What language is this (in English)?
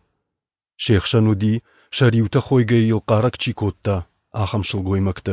Ossetic